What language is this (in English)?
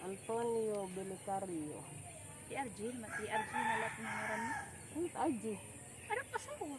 Waray